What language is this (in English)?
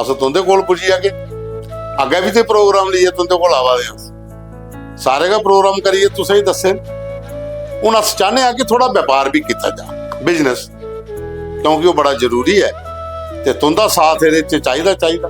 Dogri